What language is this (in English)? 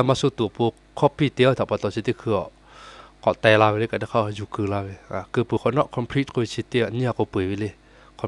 Lahu